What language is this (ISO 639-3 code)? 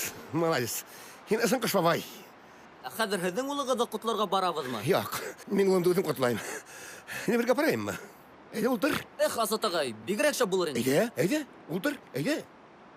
bak